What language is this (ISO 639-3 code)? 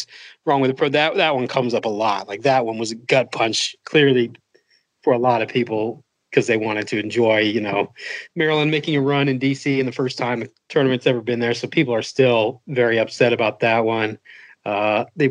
eng